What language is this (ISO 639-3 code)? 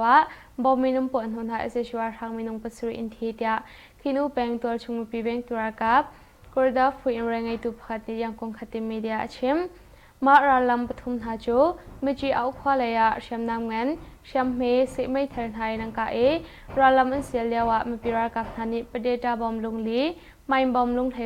cnh